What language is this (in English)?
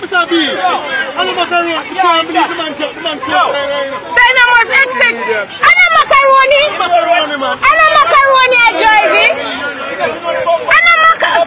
Jamaican Creole English